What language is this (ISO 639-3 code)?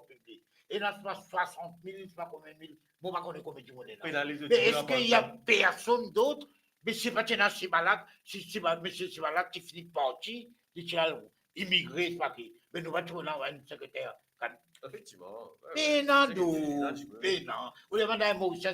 mfe